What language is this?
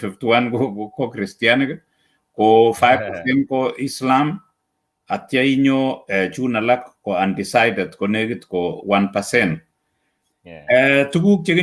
Kalenjin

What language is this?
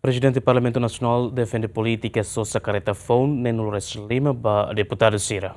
Tetum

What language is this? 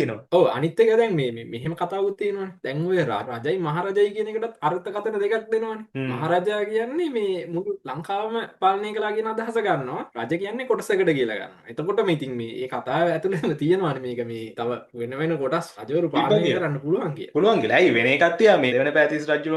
Sinhala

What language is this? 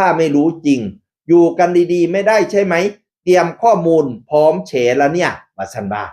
Northeastern Thai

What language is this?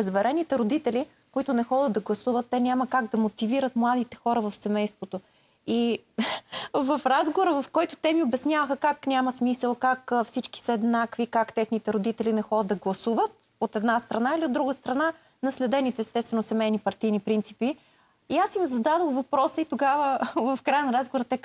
Bulgarian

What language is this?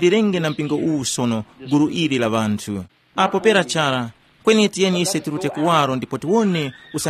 Tumbuka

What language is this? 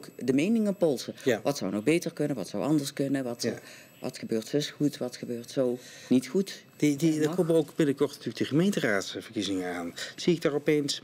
Dutch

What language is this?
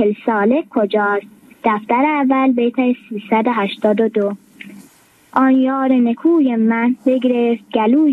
Persian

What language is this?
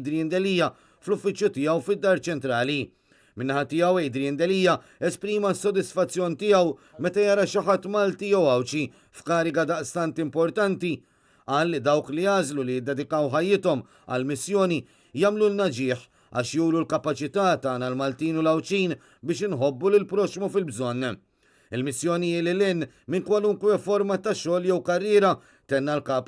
Maltese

